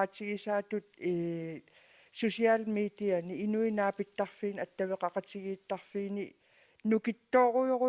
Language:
Kalaallisut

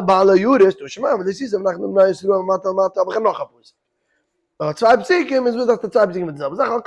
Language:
Yiddish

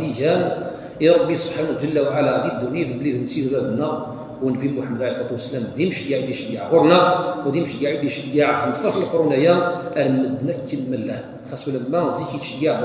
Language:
Kabyle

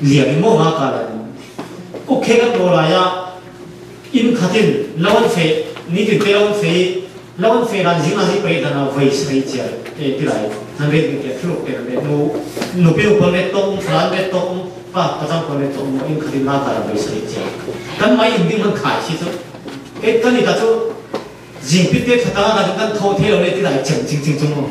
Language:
Falam Chin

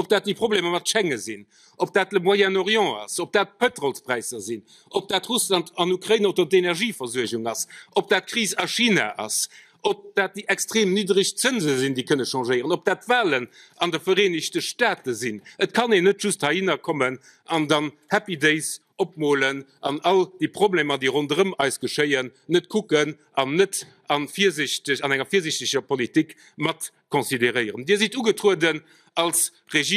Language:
Luxembourgish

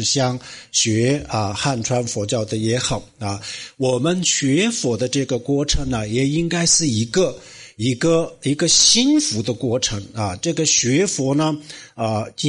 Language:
Chinese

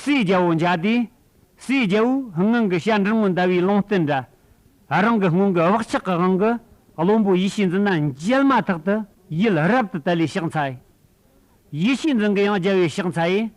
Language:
Amdo Tibetan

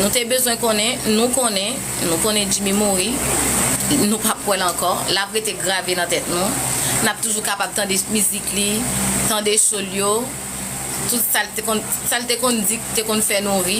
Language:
Haitian Creole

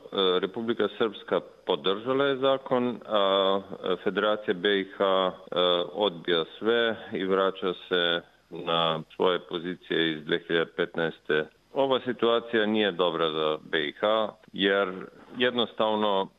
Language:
Bosnian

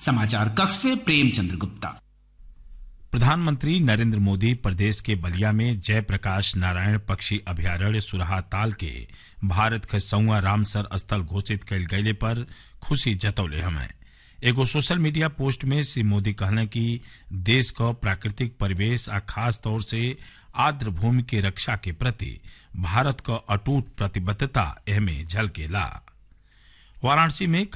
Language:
Bhojpuri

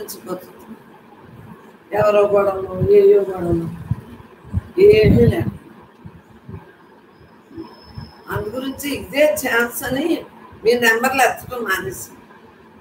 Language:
Telugu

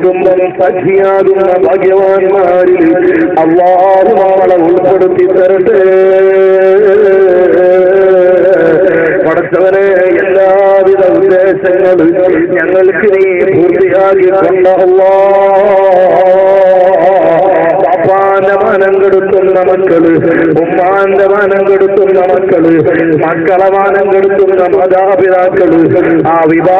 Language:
Malayalam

